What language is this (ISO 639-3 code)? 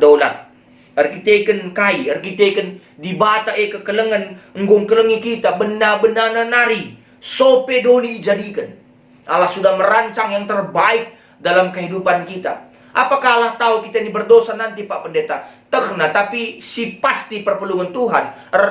btx